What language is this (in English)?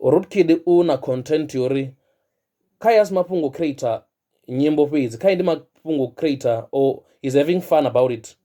Venda